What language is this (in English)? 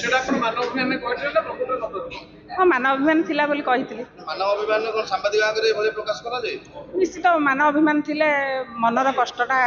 Odia